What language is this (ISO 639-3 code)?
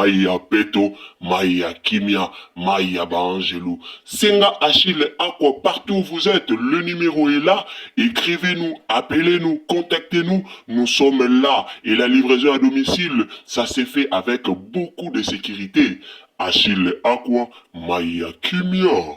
lin